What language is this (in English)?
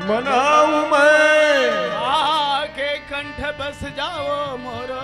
Chhattisgarhi